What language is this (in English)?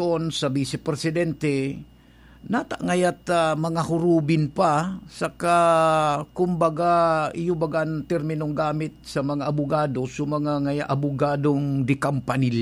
Bikol